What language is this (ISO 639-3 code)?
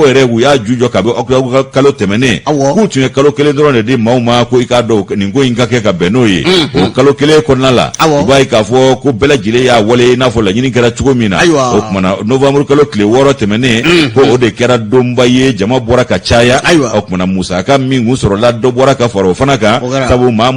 bam